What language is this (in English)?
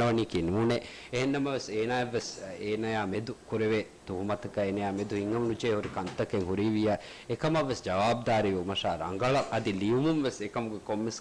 Divehi